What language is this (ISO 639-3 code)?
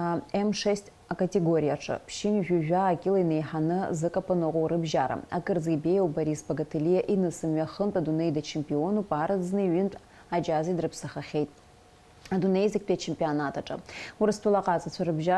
abk